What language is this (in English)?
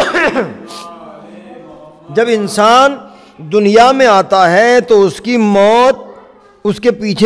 Urdu